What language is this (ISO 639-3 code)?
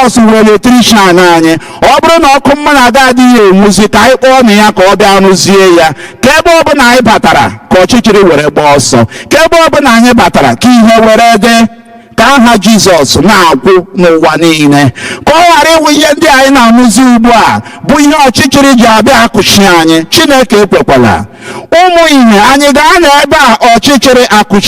ibo